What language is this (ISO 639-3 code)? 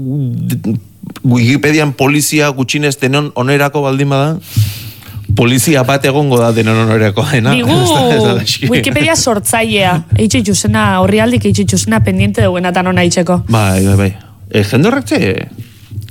eus